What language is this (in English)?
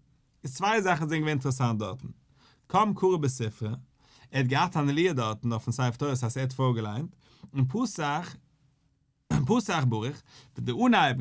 Yiddish